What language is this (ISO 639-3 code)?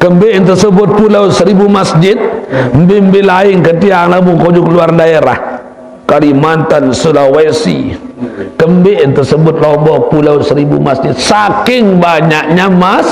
sas